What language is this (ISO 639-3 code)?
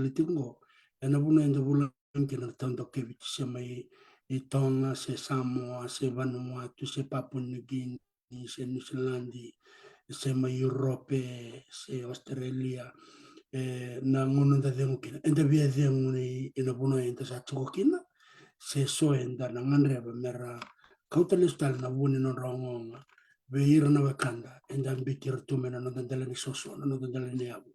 fij